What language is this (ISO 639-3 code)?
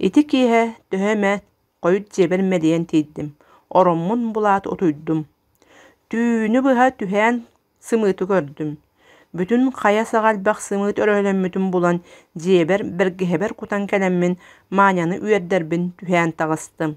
sah